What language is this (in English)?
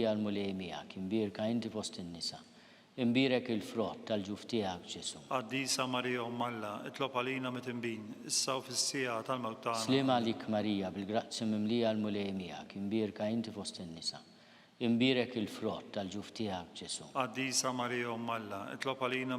Maltese